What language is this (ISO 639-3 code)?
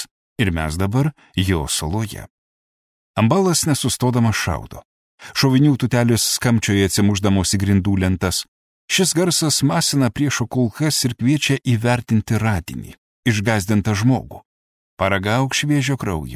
lit